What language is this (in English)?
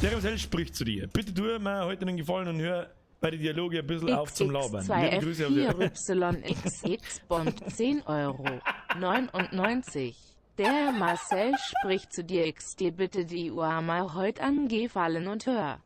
Bavarian